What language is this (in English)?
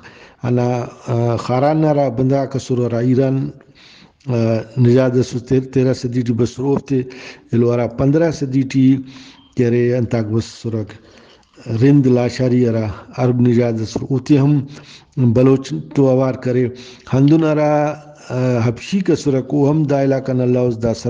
Brahui